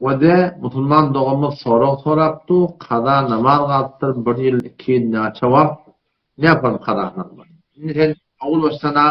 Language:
Turkmen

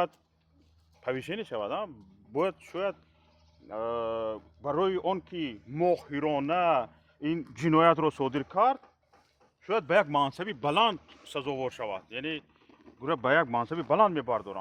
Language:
Tajik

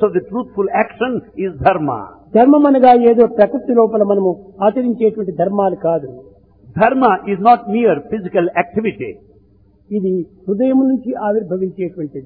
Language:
Telugu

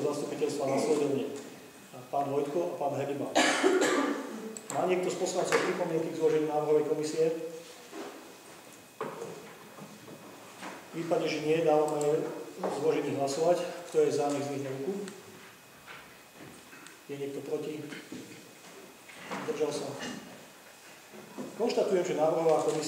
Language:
Slovak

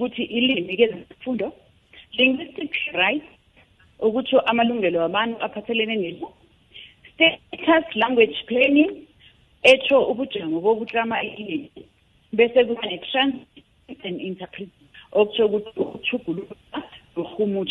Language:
South Ndebele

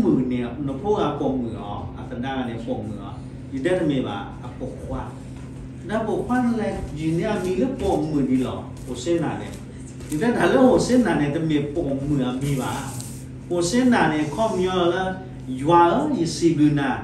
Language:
S'gaw Karen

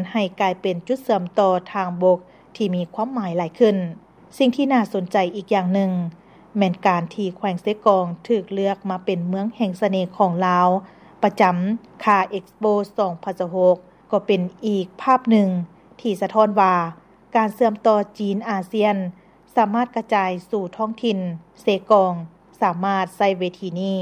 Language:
Lao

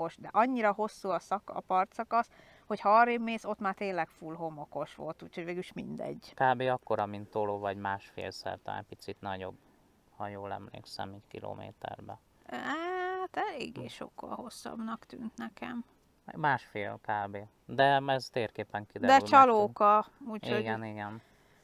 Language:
Hungarian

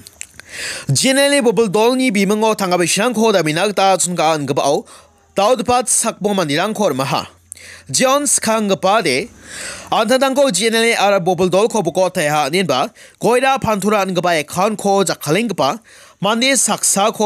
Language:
Garo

